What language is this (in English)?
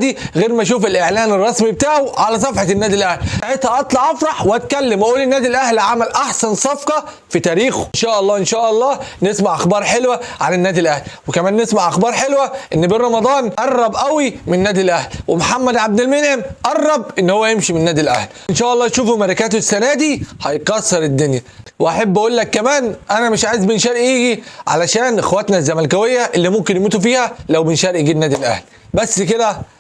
Egyptian Arabic